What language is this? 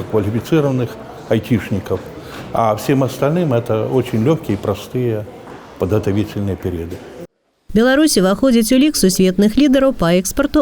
Belarusian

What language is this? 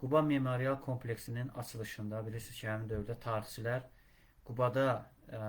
Azerbaijani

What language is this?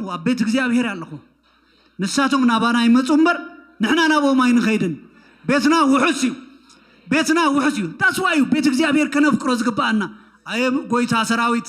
Tigrinya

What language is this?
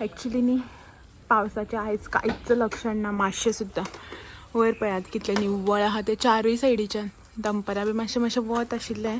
Konkani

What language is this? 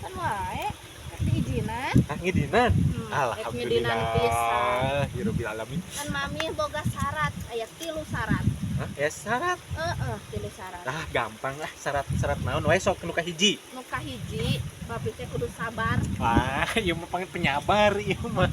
Sundanese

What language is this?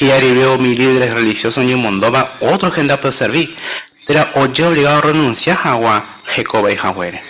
Guarani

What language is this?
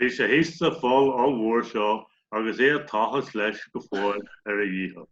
Irish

